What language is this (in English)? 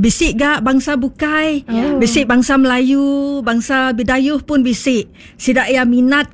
Iban